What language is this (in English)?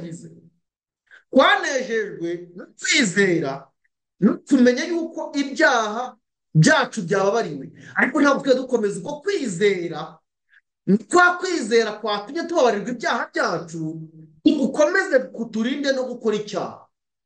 Kinyarwanda